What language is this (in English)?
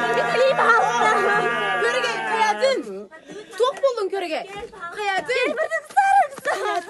Yakut